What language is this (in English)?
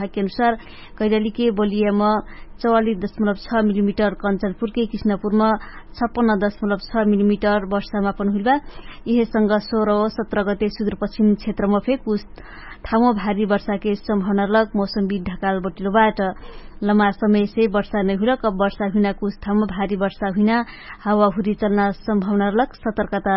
Dangaura Tharu